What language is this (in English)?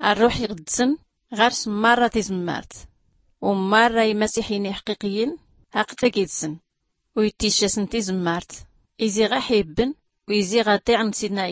Tachelhit